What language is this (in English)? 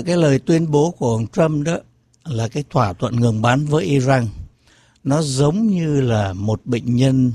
Vietnamese